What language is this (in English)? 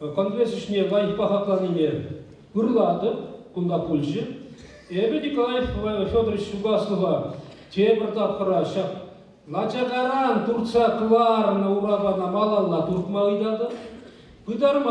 Chuvash